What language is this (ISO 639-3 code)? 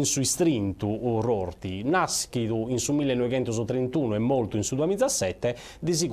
srd